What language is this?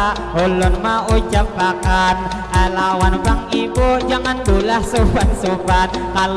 Banjar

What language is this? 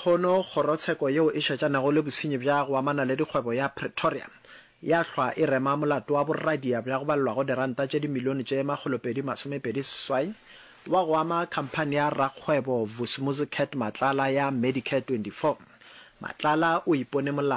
Northern Sotho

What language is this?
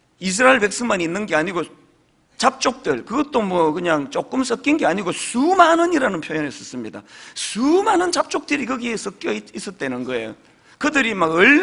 Korean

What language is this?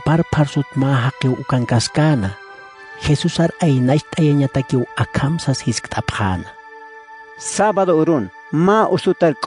Aymara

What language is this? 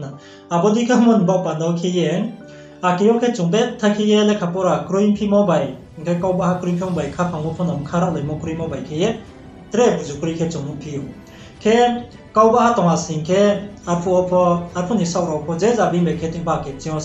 Riang (India)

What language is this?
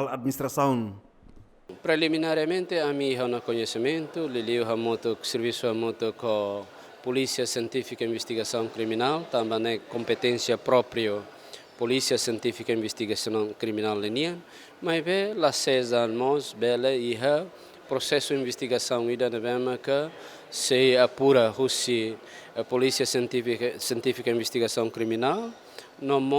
Tetum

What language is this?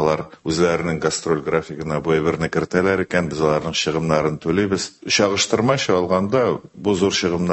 Tatar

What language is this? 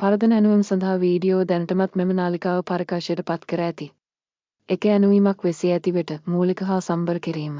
Sinhala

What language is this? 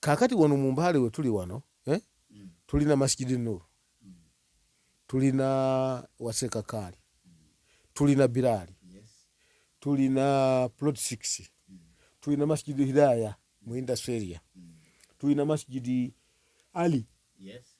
Ganda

